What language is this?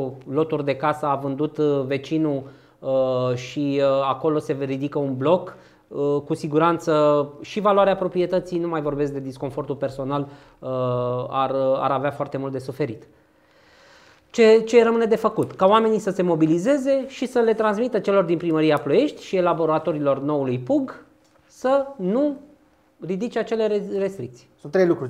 Romanian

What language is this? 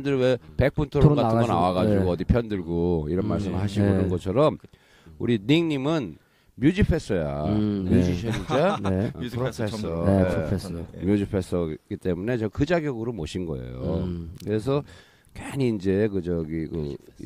Korean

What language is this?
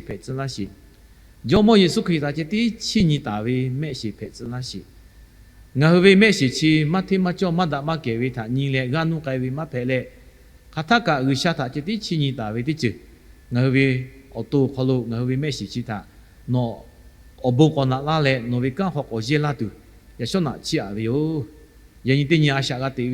Lahu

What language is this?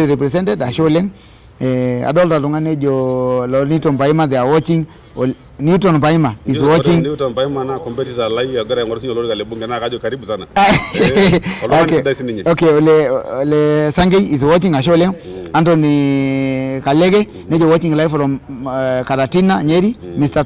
Masai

